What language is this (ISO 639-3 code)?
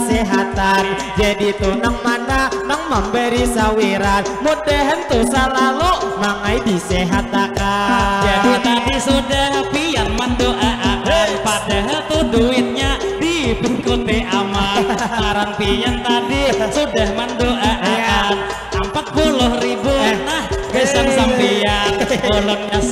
bjn